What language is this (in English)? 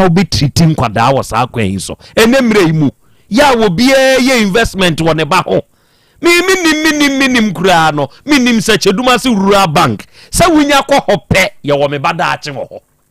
Akan